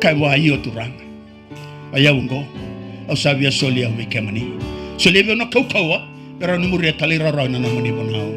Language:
Fijian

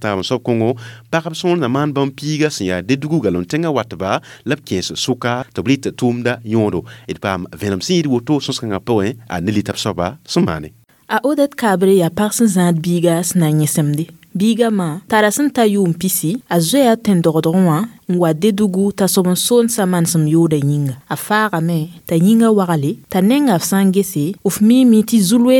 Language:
Mossi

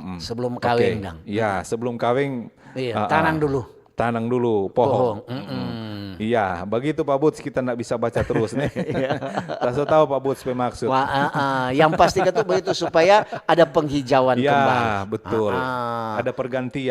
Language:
Manado Malay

